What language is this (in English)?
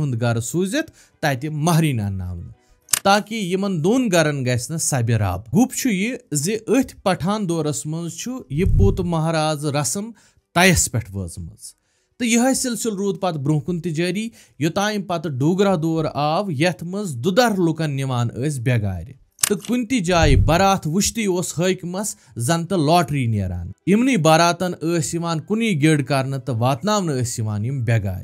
Kashmiri